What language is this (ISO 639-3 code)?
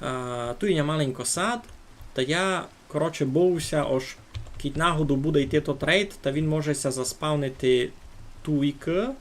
rue